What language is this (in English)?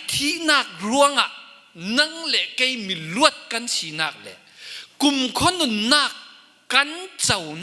Falam Chin